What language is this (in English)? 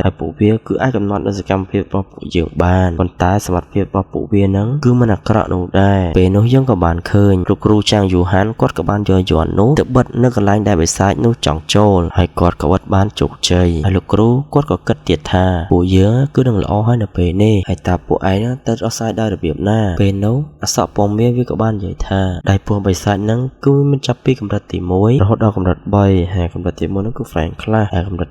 Khmer